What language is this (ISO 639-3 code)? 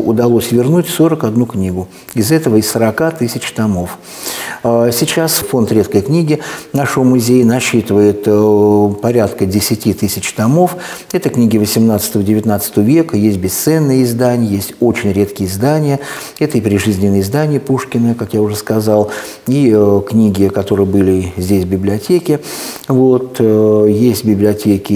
rus